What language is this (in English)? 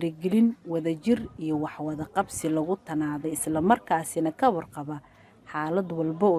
Somali